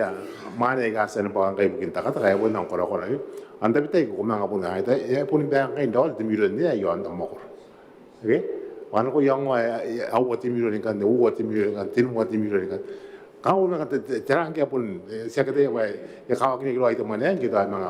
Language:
Gilbertese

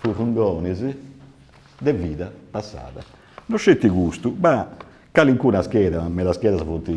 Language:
Sardinian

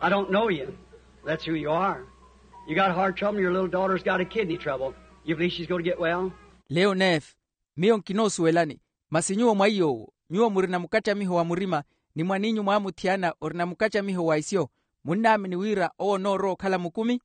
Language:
Makhuwa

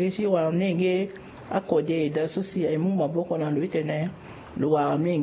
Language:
Sango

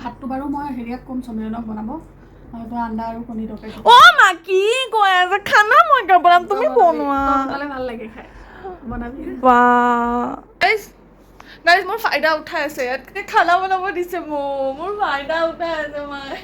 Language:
Assamese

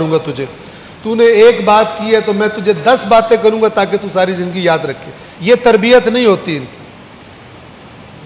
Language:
Urdu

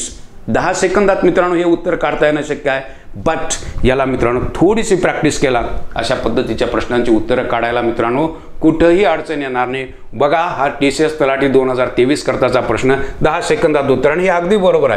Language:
Marathi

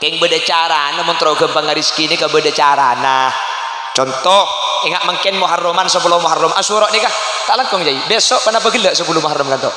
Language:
Madurese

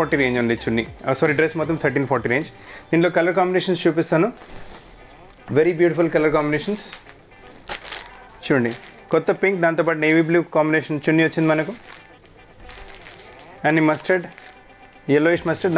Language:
Telugu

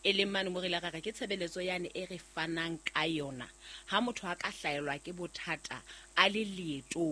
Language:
Southern Sotho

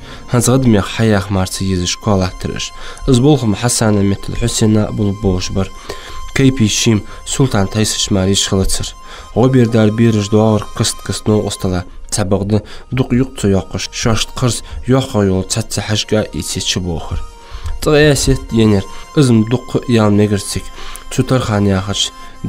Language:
Ingush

